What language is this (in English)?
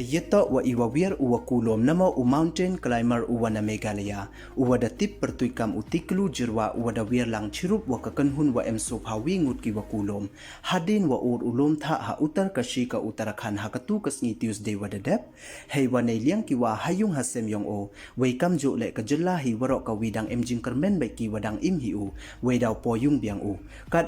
Pnar